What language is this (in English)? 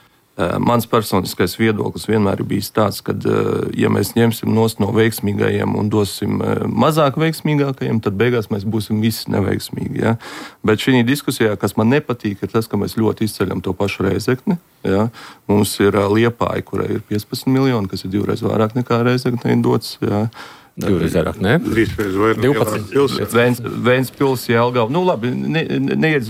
Latvian